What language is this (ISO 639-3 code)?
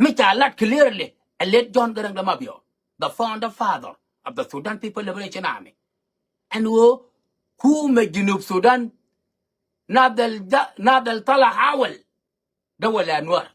nus